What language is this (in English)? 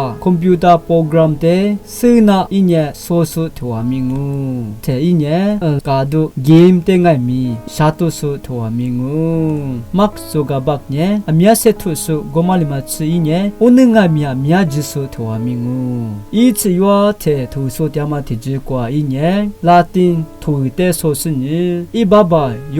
Lisu